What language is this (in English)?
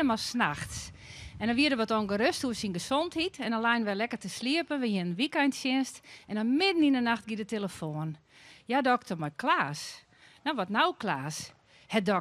Western Frisian